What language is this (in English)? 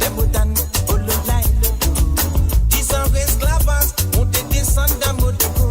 Morisyen